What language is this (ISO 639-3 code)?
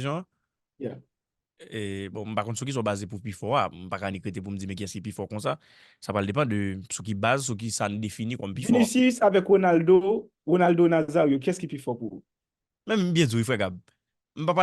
hat